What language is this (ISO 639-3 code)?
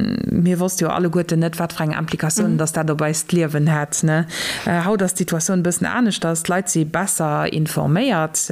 ltz